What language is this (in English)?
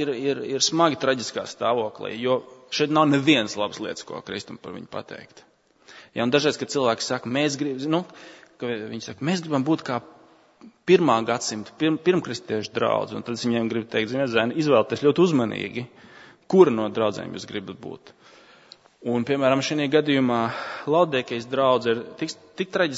Latvian